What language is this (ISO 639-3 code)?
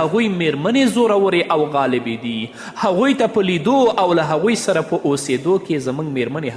pus